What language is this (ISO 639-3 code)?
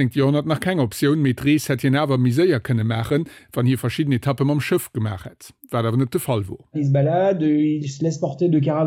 ltz